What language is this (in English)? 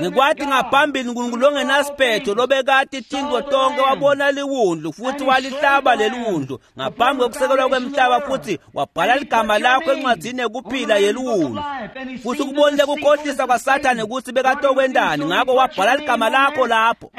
Swati